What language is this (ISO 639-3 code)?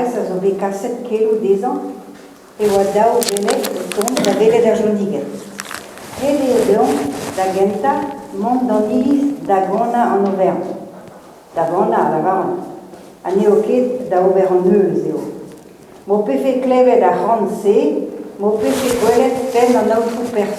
bre